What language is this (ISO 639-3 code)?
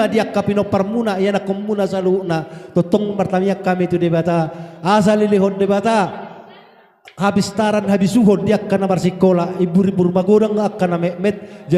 bbc